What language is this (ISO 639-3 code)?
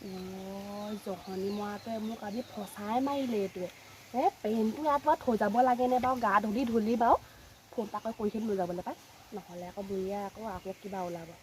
asm